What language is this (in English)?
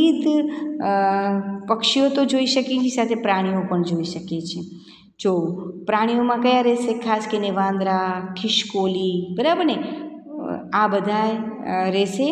Gujarati